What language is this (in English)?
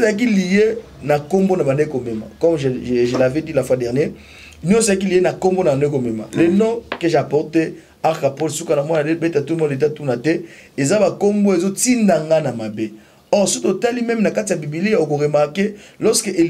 Lingala